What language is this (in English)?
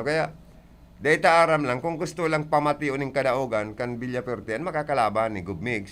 Bikol